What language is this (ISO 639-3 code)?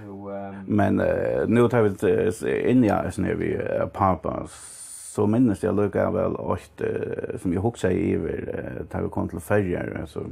fao